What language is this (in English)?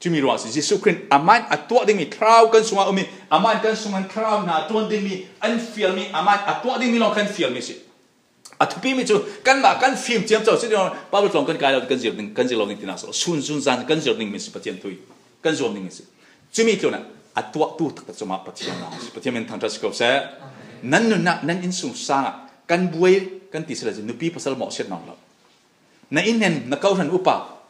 Falam Chin